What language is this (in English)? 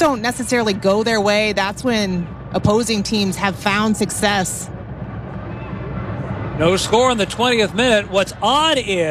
English